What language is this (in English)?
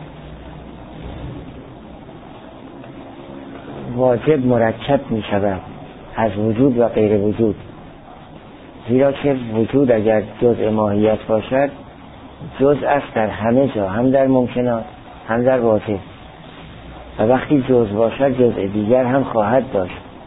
Persian